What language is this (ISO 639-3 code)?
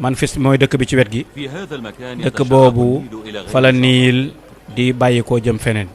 wol